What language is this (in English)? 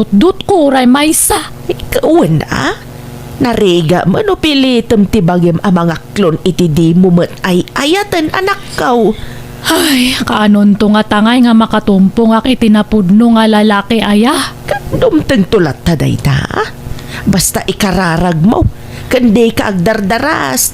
Iloko